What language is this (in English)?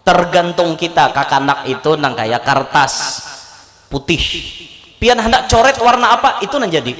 Banjar